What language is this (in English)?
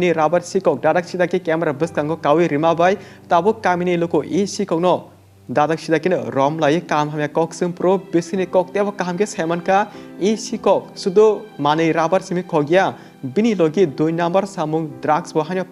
Kok Borok